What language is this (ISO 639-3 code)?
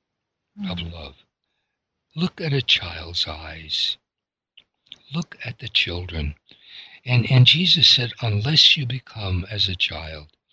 eng